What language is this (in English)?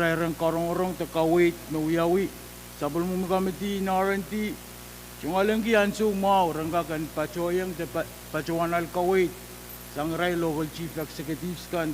Pohnpeian